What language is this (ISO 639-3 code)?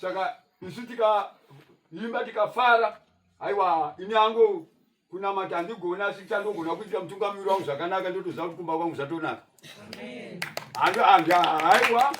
sna